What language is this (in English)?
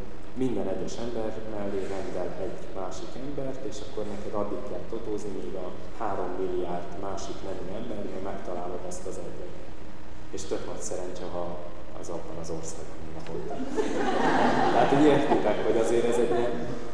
Hungarian